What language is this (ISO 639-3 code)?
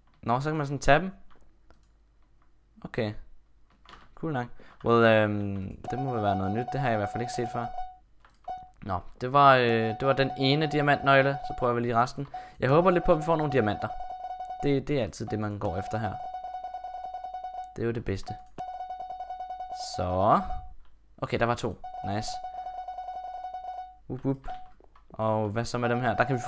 dan